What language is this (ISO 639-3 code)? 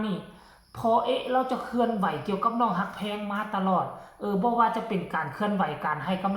tts